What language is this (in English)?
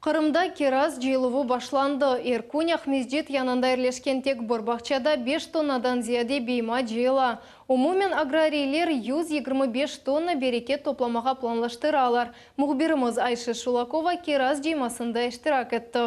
Crimean Tatar